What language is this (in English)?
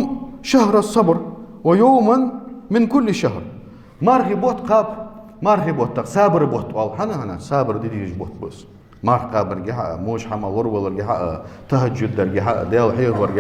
Ingush